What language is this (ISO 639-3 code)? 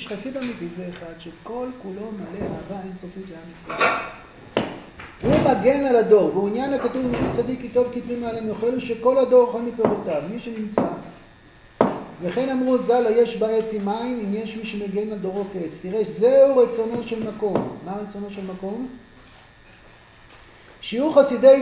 heb